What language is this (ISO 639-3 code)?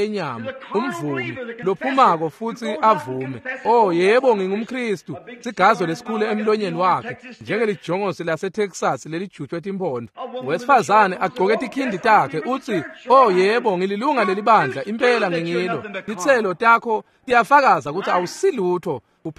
ssw